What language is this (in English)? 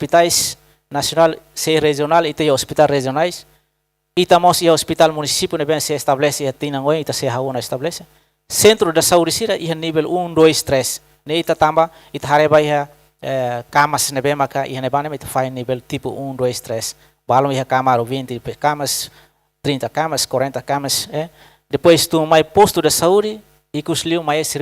Tetum